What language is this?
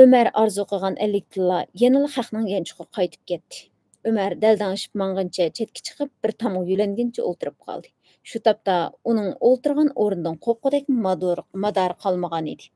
Uyghur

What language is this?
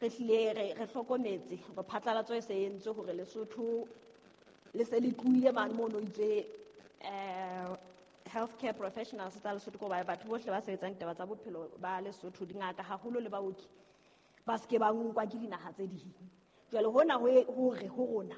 Southern Sotho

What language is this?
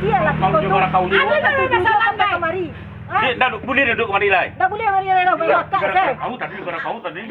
Minangkabau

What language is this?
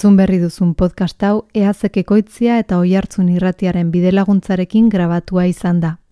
Basque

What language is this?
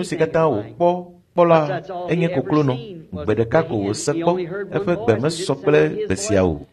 Ewe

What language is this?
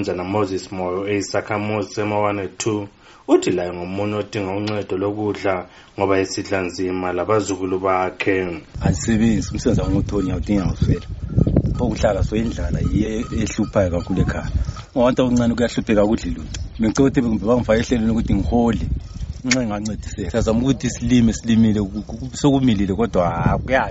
North Ndebele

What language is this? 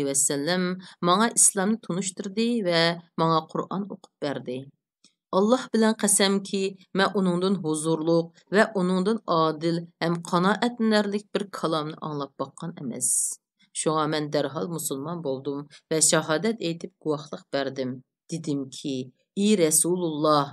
Uyghur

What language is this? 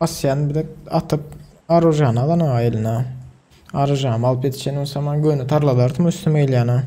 Turkmen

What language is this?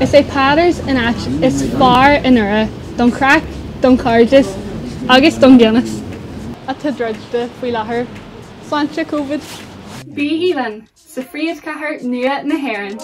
Irish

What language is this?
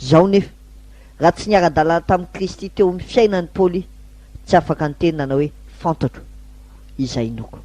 Malagasy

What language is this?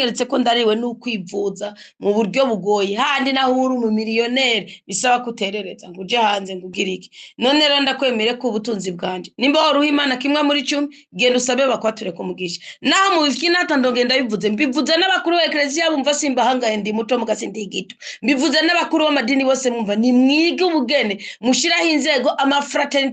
Rundi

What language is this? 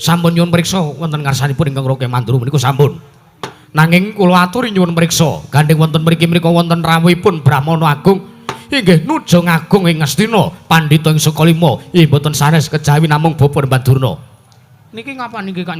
Javanese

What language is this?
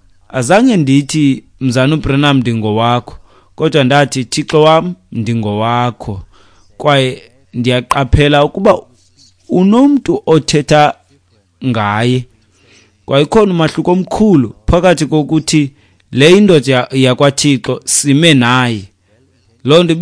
Xhosa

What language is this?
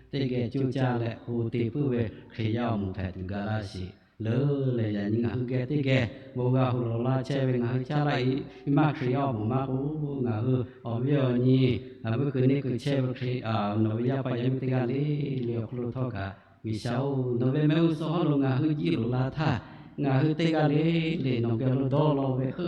Lahu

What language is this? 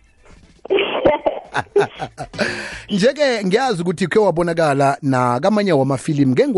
South Ndebele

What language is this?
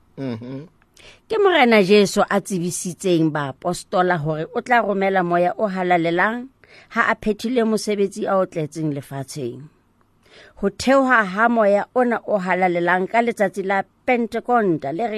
Southern Sotho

